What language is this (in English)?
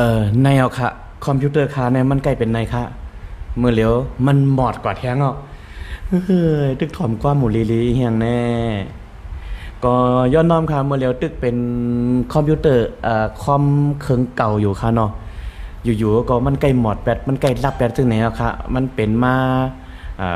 Shan